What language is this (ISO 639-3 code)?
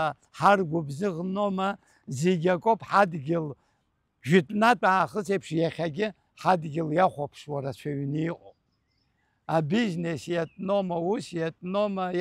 abk